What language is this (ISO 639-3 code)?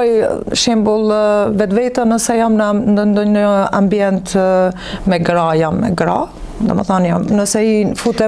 sqi